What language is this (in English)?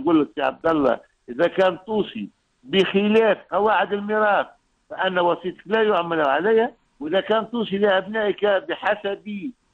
Tunisian Arabic